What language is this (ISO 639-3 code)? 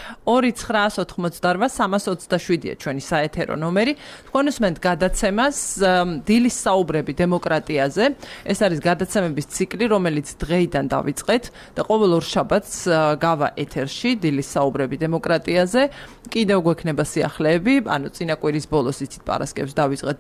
kat